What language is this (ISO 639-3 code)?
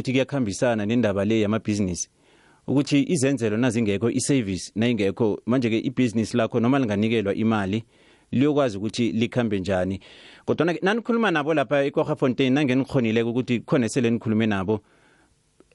nbl